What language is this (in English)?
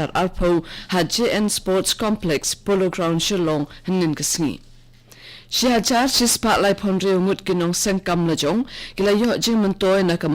Khasi